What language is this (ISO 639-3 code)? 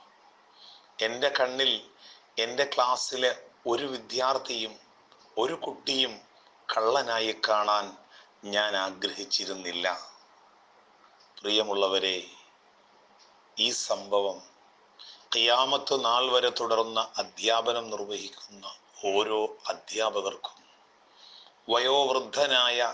mal